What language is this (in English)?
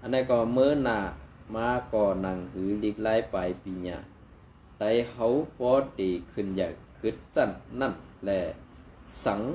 Shan